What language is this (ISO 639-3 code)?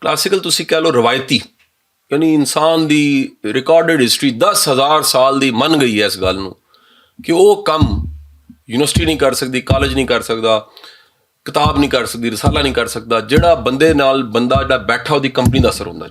lah